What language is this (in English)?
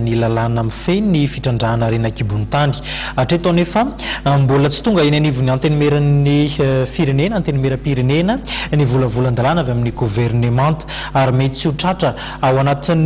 Malagasy